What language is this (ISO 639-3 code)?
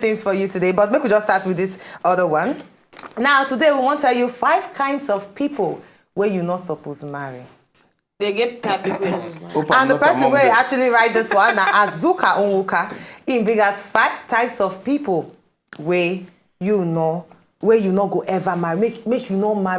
pcm